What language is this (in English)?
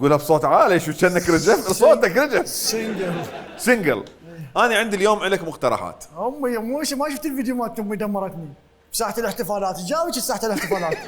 Mesopotamian Arabic